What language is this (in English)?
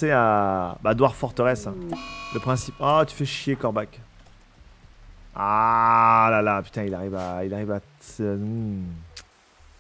French